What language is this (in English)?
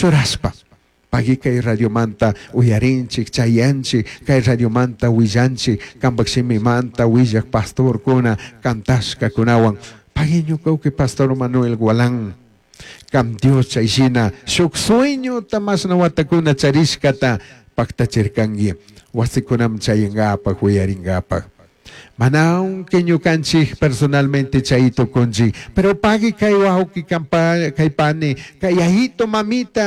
Chimborazo Highland Quichua